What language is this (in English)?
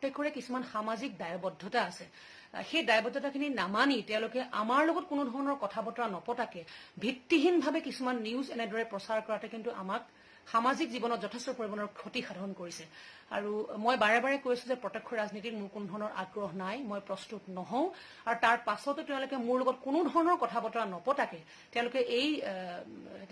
Assamese